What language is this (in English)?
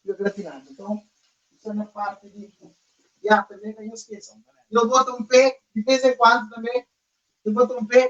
Kabuverdianu